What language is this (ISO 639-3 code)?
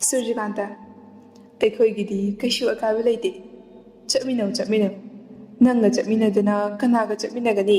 mni